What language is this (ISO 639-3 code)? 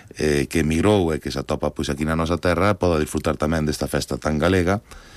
glg